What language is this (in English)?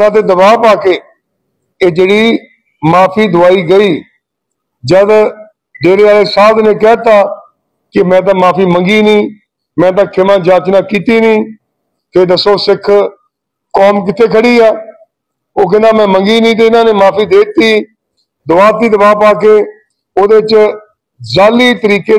Punjabi